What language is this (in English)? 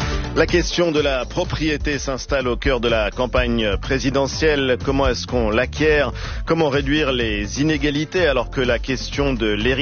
French